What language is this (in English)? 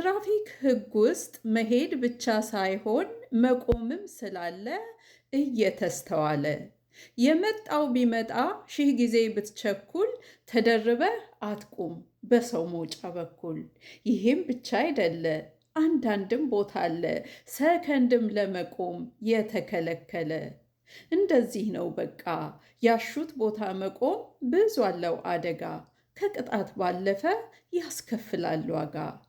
Amharic